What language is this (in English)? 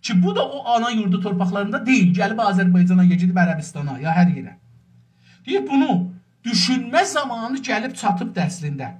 South Azerbaijani